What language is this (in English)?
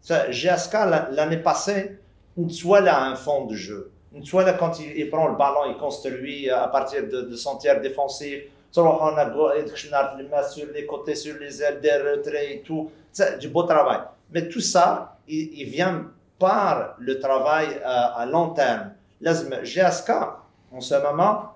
Kabyle